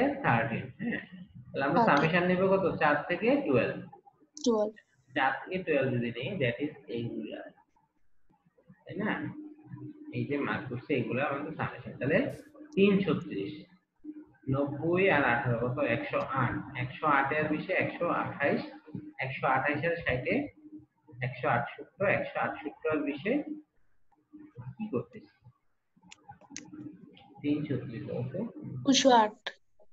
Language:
Bangla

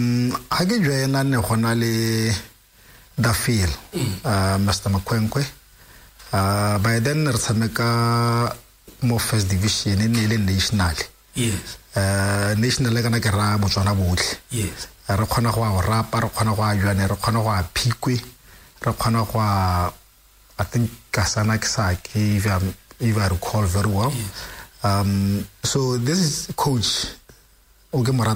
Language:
Tswana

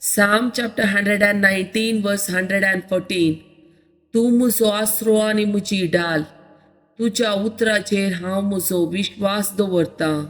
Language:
Konkani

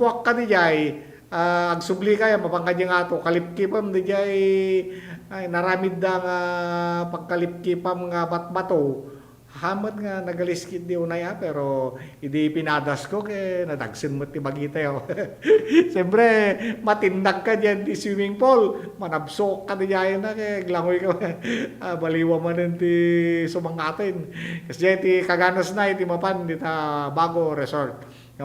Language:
Iloko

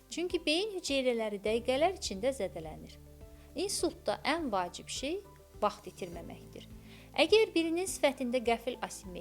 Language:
Azerbaijani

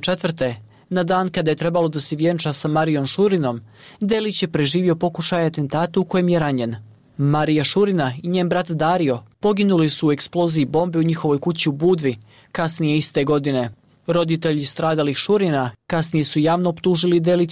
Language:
Bosnian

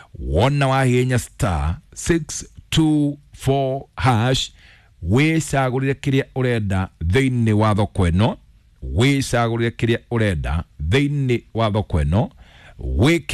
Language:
Kikuyu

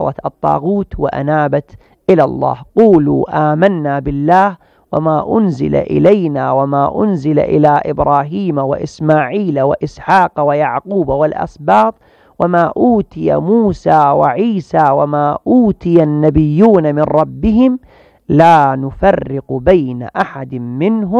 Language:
Arabic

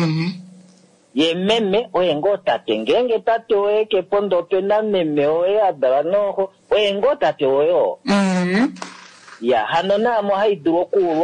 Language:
Kuanyama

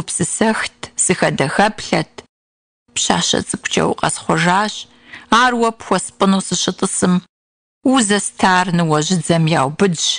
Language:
Kabardian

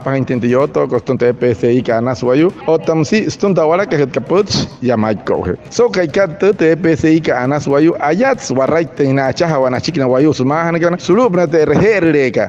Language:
Wayuu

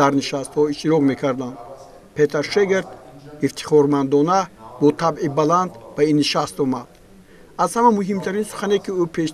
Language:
Tajik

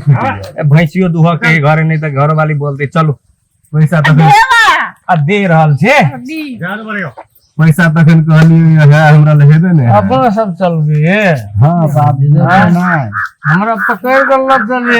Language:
Maithili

